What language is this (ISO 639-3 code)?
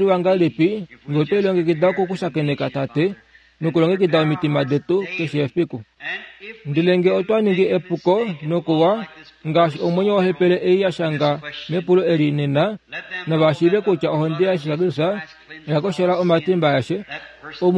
kua